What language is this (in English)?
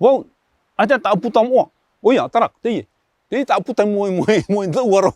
Tahitian